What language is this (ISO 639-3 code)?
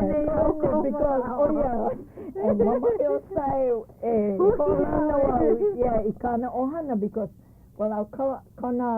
haw